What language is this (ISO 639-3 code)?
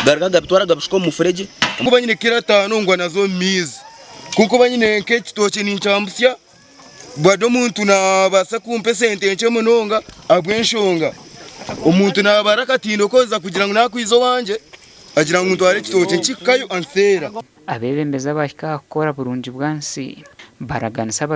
nyn